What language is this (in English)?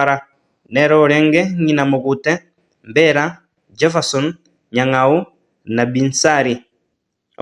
Gusii